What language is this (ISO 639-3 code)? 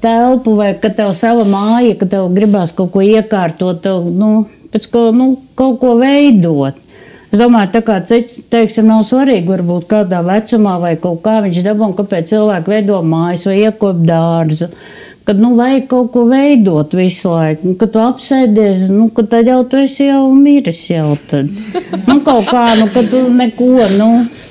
lav